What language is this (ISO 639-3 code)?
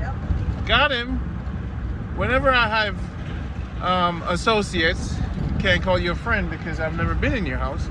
jam